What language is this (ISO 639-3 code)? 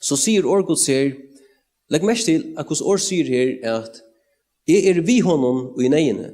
fao